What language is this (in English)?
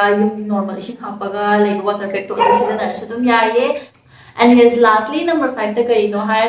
Manipuri